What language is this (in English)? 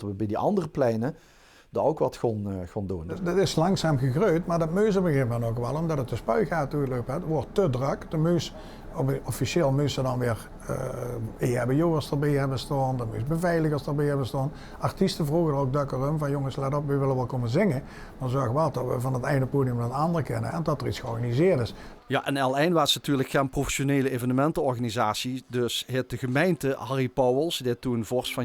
Limburgish